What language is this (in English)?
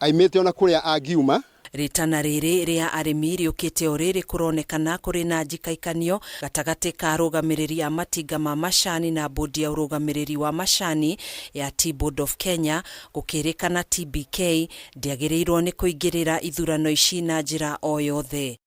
Kikuyu